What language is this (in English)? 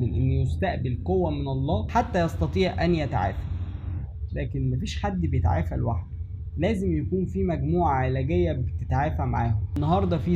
Egyptian Arabic